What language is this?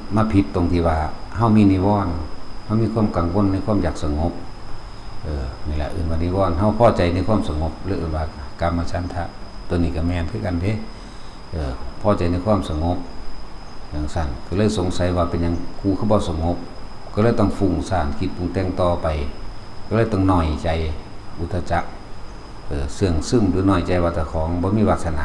Northeastern Thai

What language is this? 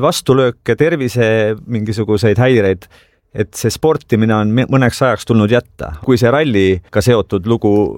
Estonian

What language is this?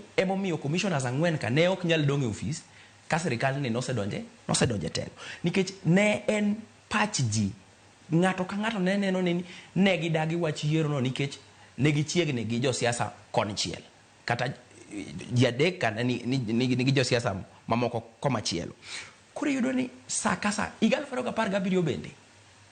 Luo (Kenya and Tanzania)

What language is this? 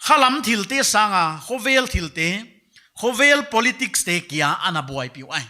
Paite Chin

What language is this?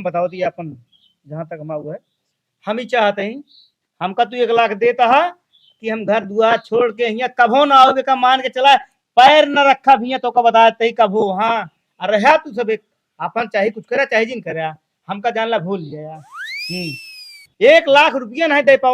Awadhi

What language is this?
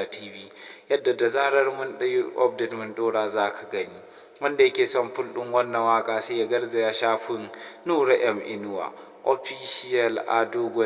Hausa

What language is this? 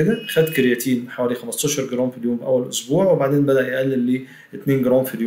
Egyptian Arabic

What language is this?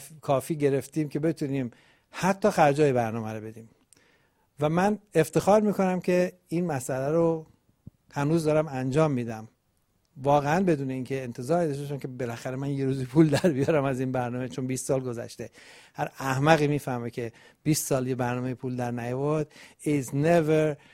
Persian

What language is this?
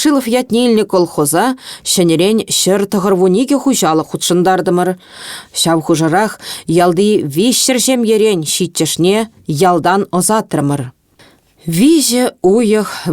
Chuvash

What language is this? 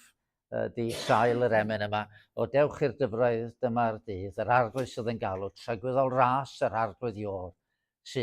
Welsh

